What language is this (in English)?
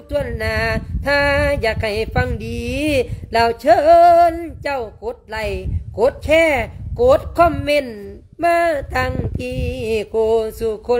Lao